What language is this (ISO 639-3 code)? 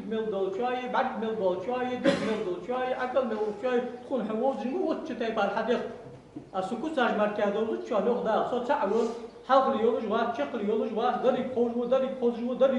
inh